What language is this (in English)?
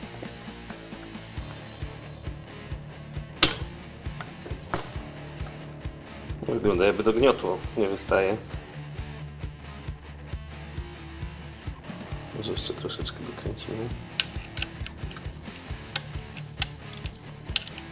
Polish